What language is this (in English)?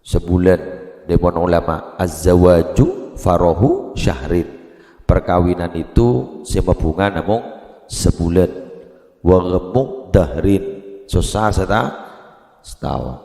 Madurese